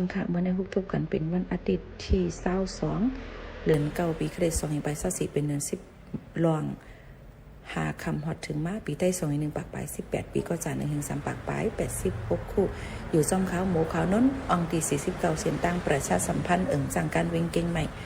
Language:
Shan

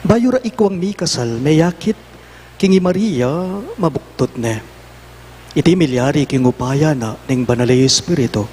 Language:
Pampanga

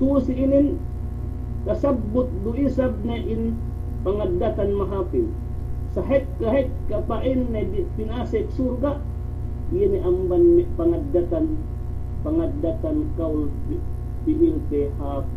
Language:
Yakan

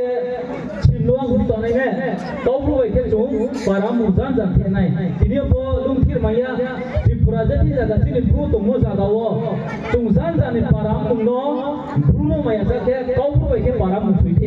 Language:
Riang (India)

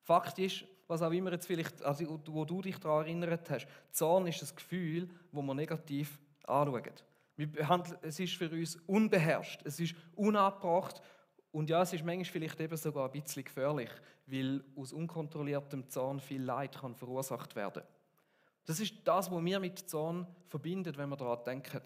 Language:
Swiss German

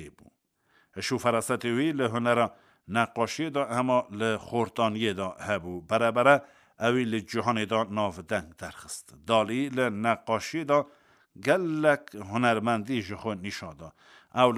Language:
Kurdish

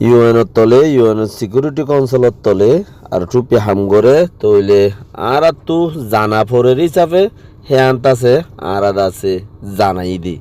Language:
Rohingya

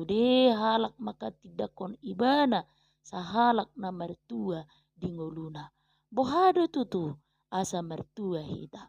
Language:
Batak Toba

